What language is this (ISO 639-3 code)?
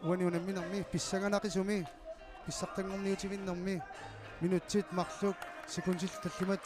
kal